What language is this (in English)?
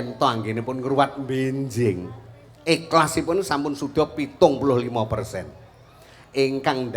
Javanese